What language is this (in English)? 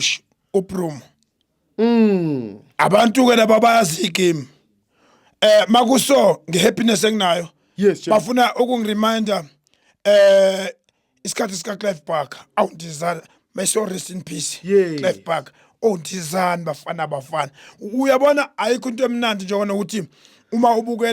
Zulu